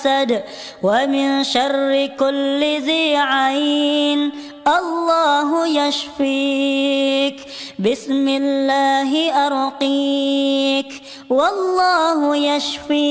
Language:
Arabic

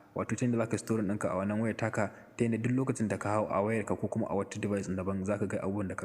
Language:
Hausa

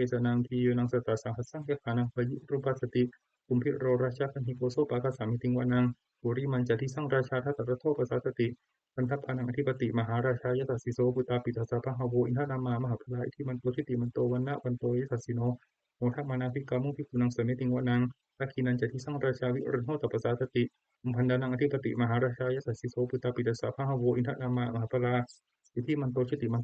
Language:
Pali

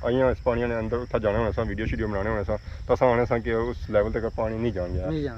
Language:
Pahari-Potwari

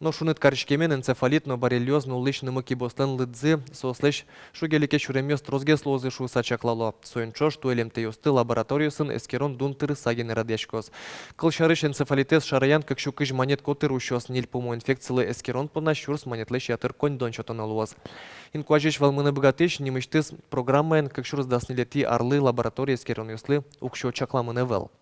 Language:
Udmurt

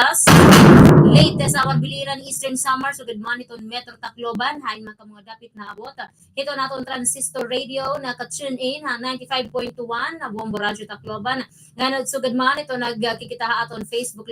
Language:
Waray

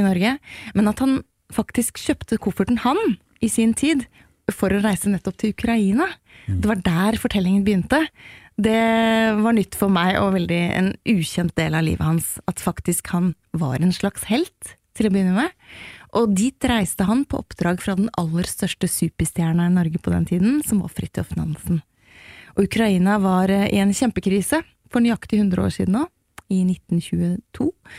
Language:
Norwegian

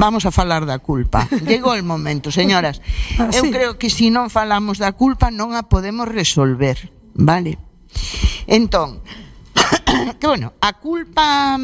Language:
Galician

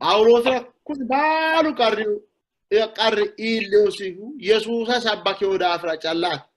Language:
Sidamo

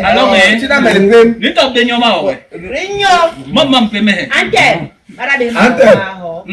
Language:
Basaa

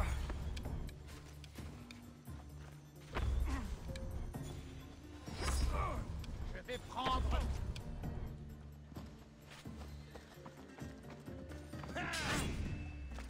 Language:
French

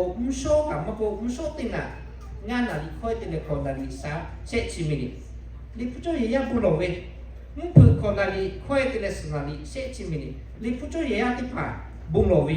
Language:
Lahu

